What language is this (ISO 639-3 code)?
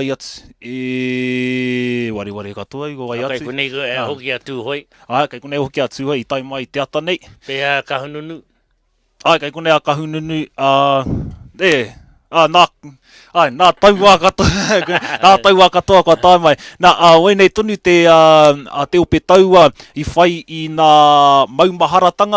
mri